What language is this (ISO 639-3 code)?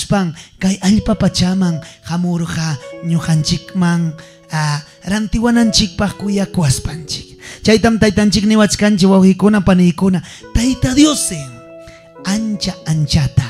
quy